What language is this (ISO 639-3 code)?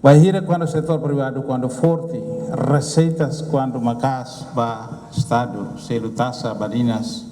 tet